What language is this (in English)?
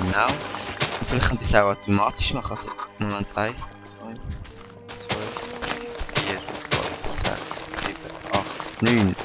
Swiss German